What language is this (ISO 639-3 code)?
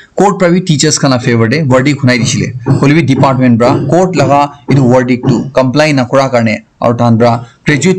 nag